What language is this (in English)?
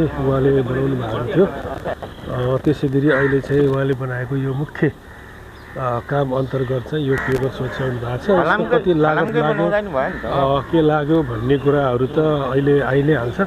Nepali